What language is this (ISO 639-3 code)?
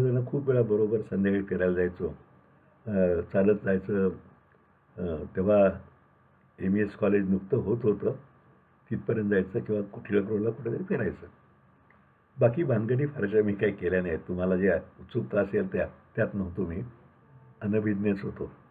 mar